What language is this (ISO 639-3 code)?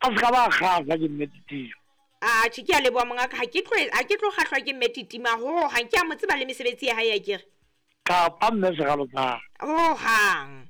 sot